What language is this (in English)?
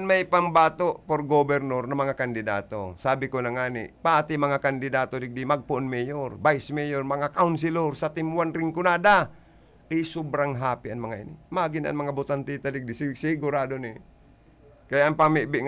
Bikol